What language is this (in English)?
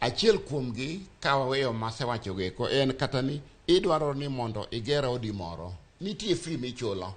Luo (Kenya and Tanzania)